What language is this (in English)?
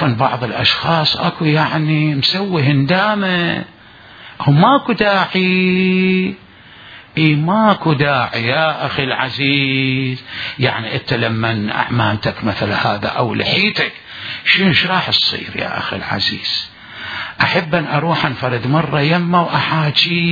Mesopotamian Arabic